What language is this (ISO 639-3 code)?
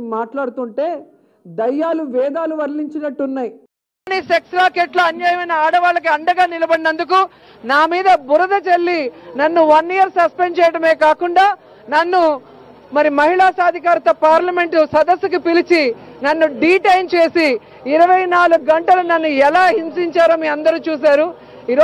tel